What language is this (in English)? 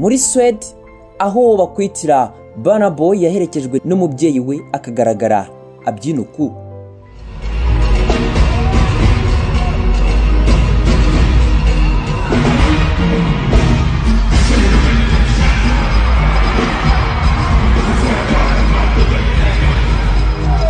Kinyarwanda